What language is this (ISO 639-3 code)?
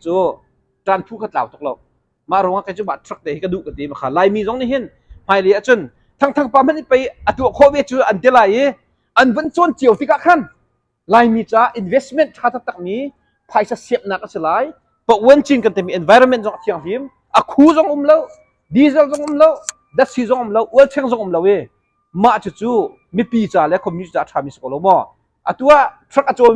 cnh